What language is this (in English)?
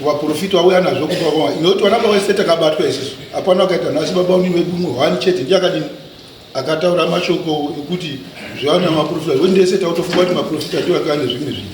Shona